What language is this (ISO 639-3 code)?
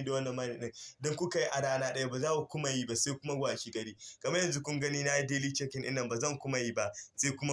hau